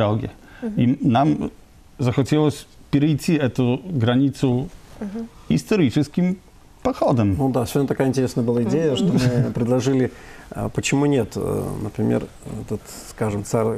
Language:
Russian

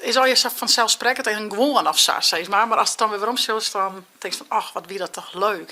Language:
Western Frisian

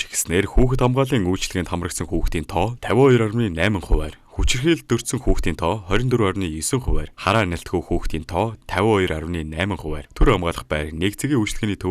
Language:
Mongolian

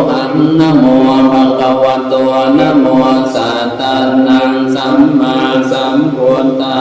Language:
Pali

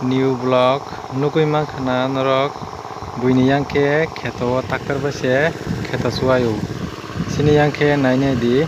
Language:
Kok Borok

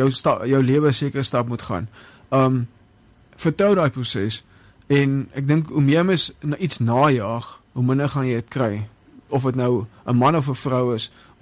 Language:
Afrikaans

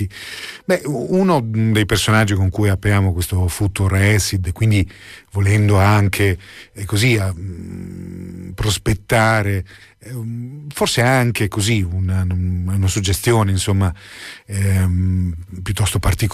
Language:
Italian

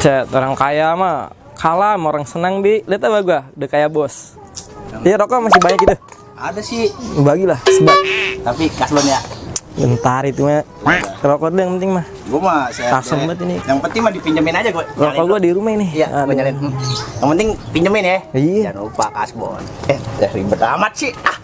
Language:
Betawi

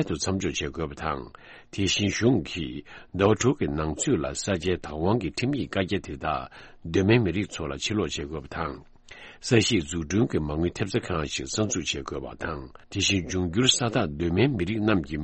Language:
Tibetan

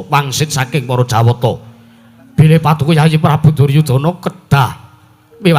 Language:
Javanese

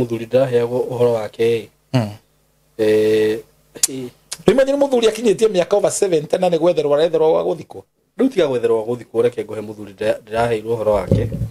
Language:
Kikuyu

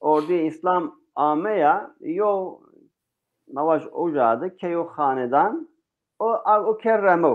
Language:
Zaza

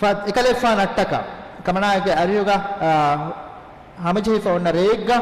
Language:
Divehi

